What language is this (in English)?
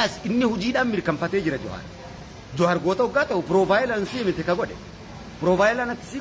Oromo